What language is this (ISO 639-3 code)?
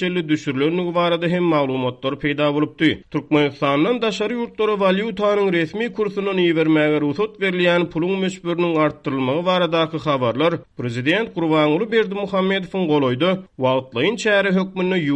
tuk